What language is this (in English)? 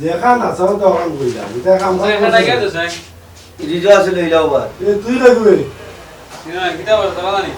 Sylheti